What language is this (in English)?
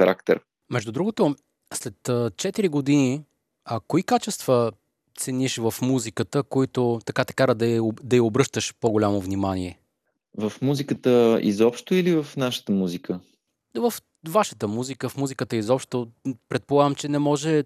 Bulgarian